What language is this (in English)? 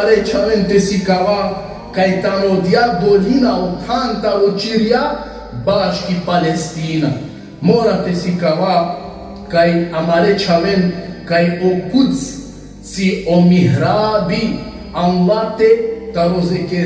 Balkan Romani